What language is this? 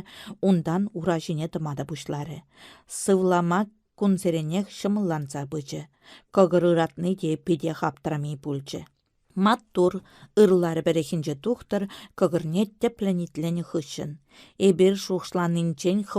Chuvash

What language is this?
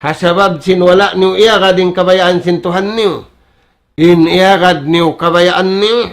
Tausug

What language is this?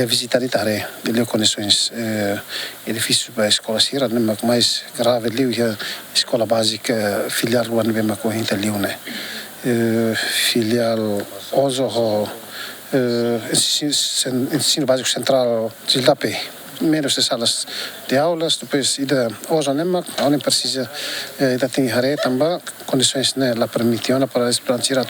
Tetum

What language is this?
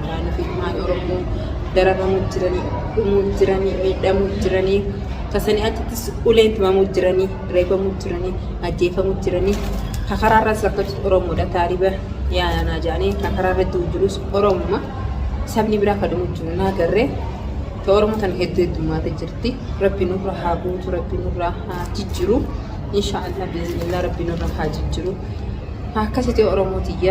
Oromo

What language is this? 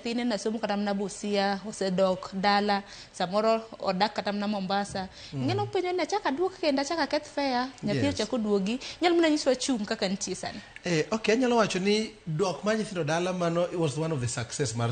Luo (Kenya and Tanzania)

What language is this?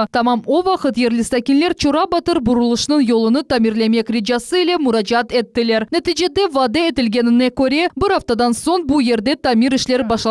Crimean Tatar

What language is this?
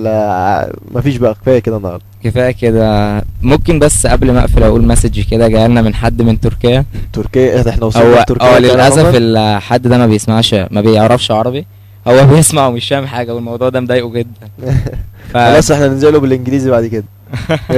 Egyptian Arabic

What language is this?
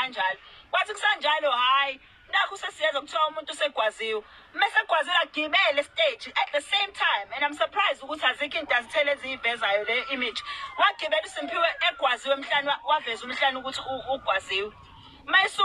Zulu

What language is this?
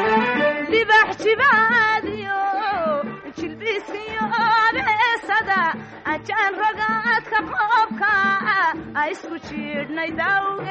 Somali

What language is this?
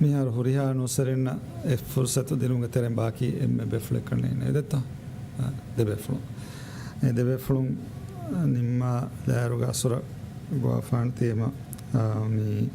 Divehi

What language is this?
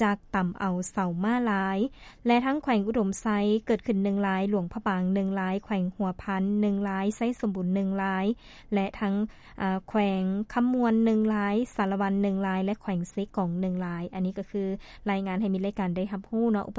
Lao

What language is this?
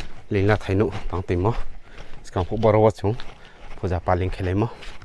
Riang (India)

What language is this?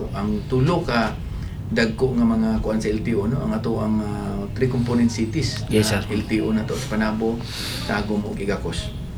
Cebuano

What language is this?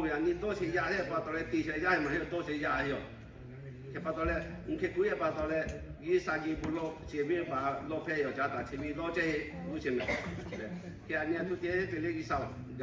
Lahu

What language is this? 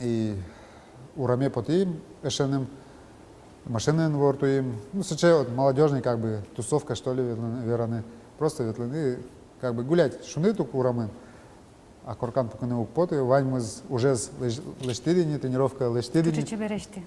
Udmurt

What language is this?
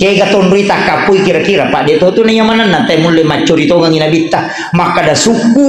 Buginese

